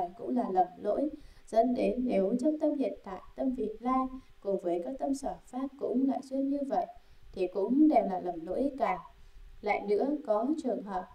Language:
Vietnamese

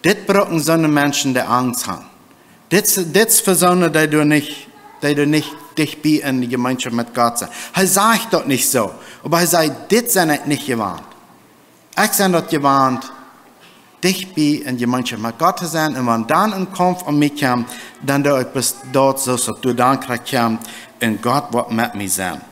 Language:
Plautdietsch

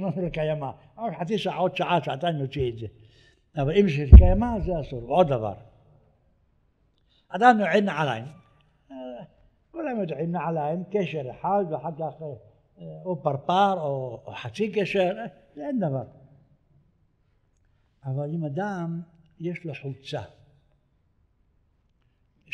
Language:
Hebrew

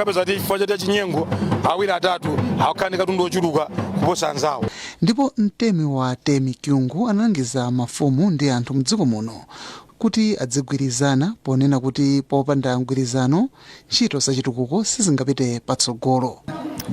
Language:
Nyanja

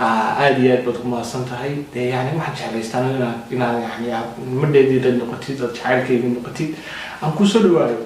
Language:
Somali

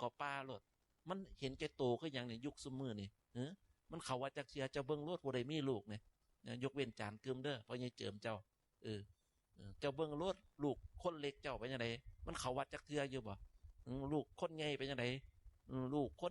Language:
Northeastern Thai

